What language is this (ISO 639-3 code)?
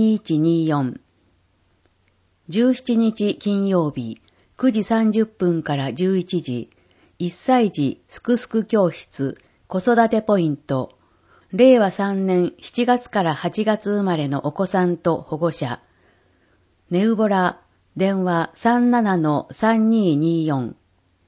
jpn